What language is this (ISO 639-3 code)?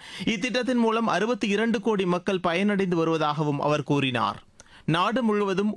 tam